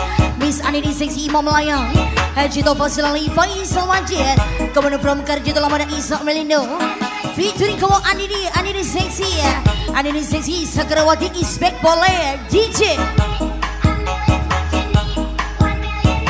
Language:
Malay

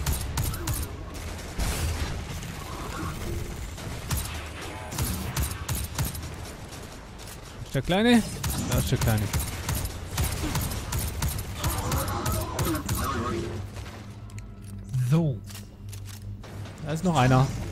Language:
German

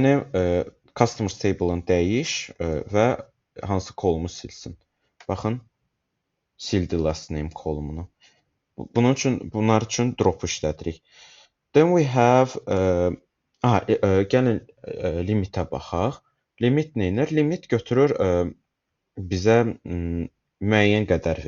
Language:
Azerbaijani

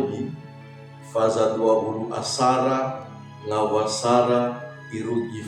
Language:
Nias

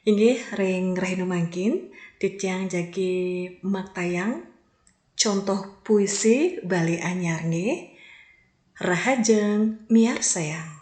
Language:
Balinese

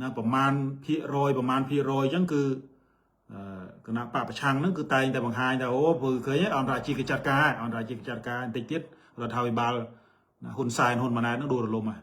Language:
Khmer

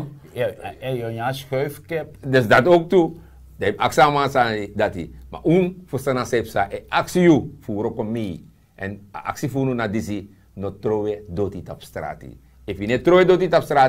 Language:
Sranan Tongo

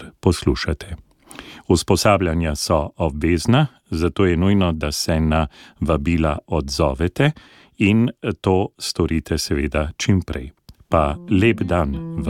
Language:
Slovenian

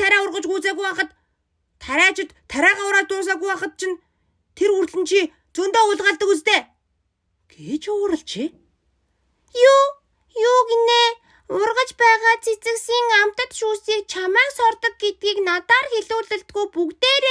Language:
Mongolian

